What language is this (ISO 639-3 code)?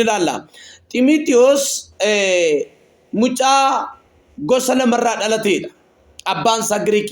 orm